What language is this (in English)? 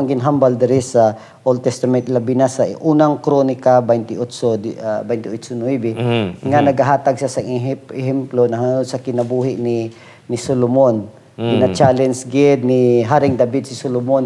Hiligaynon